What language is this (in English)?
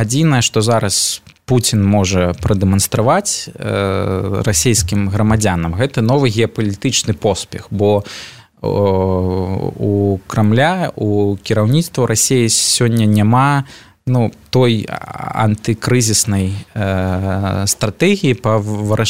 Belarusian